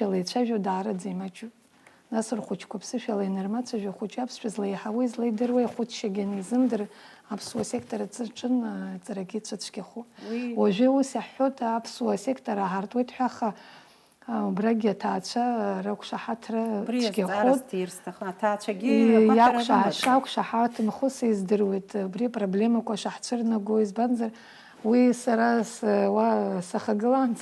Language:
Abkhazian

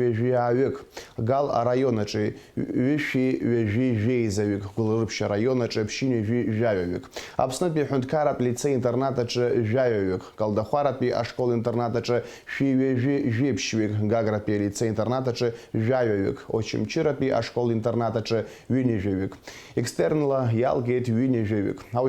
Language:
Abkhazian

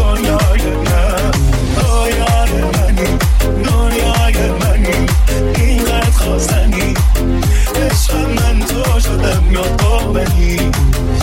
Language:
Persian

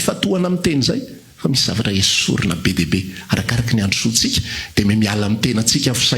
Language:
Malagasy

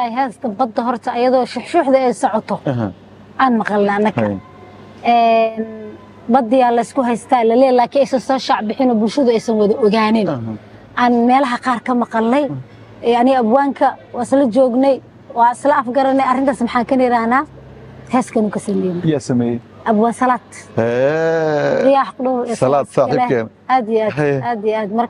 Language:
Somali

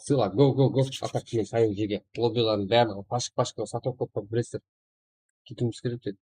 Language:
Kara-Kalpak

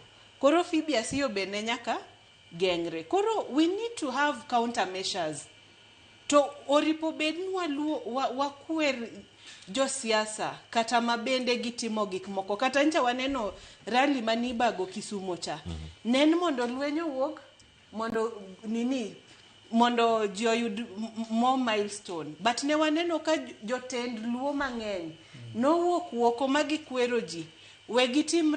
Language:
Luo (Kenya and Tanzania)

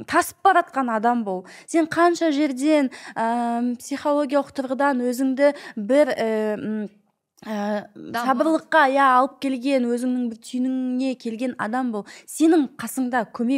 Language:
Kazakh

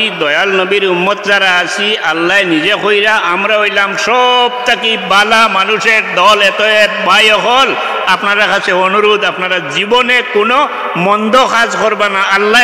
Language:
Sylheti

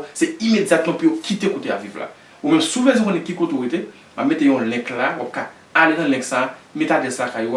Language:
Haitian Creole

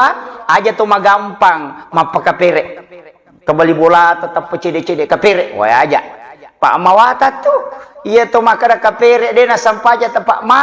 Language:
Buginese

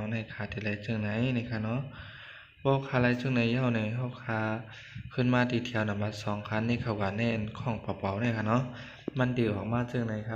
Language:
Shan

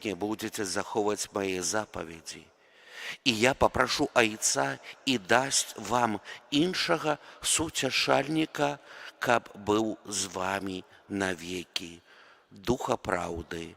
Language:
Belarusian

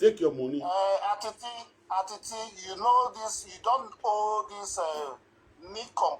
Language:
Nigerian Pidgin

